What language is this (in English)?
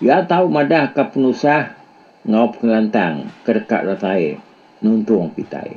Iban